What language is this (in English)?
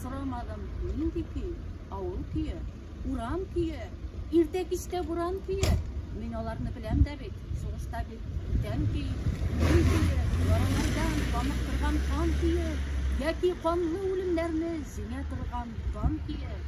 Bashkir